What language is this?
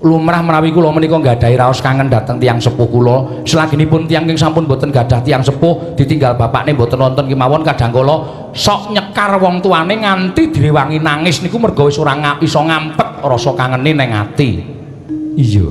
Javanese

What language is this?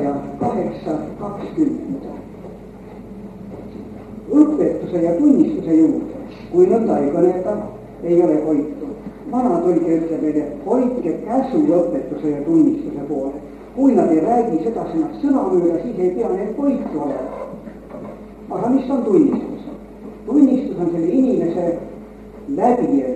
Estonian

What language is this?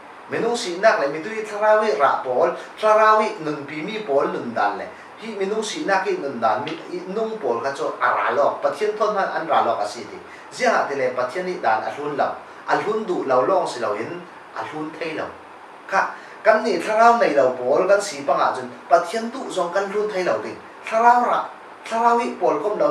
Falam Chin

